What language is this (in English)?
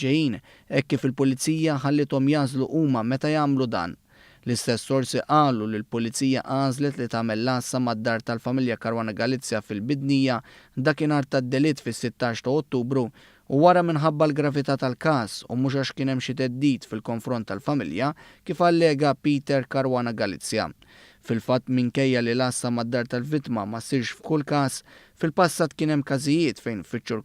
Maltese